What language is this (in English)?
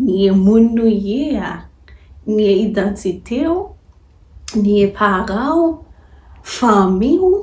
Haitian Creole